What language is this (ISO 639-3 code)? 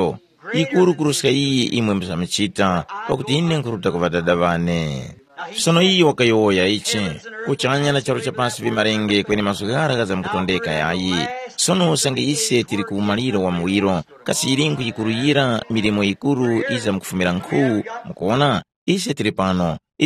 tum